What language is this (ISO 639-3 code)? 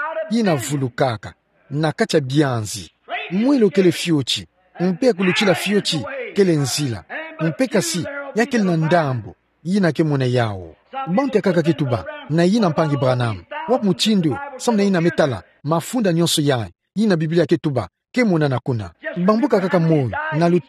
ktu